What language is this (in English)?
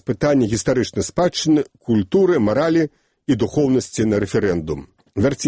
Belarusian